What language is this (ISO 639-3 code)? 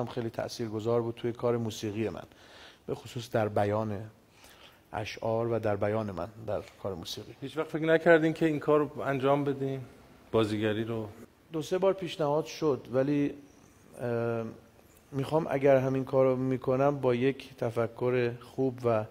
fas